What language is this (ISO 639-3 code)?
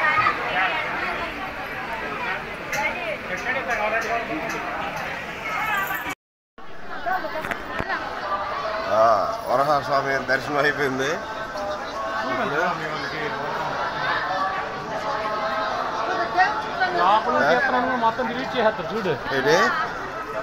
tel